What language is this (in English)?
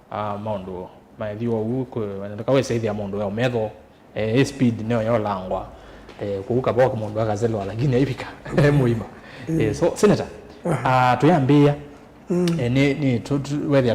Kamba